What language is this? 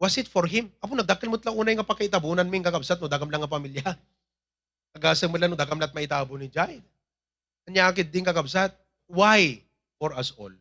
Iloko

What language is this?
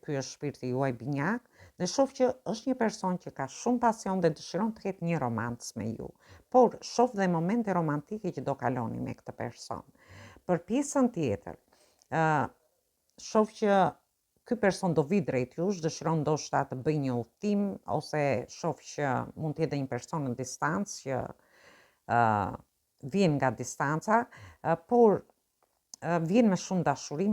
Albanian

